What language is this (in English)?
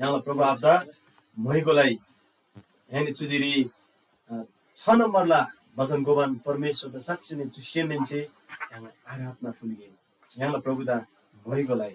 Eastern Tamang